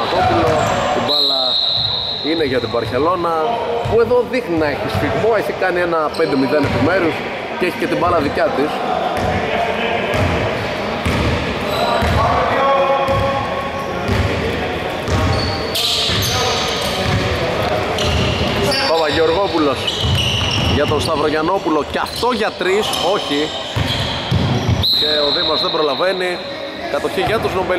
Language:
Greek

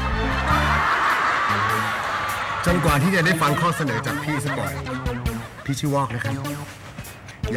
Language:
Thai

